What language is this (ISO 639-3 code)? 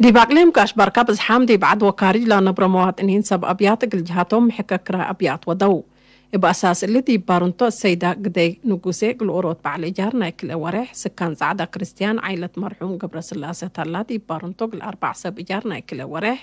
tig